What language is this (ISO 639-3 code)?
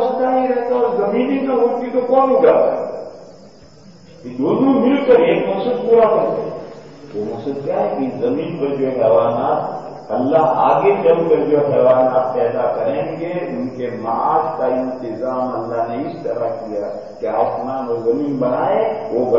urd